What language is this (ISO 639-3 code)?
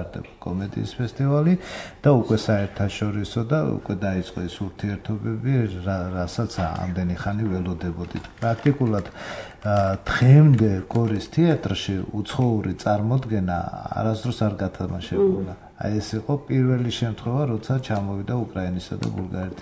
kat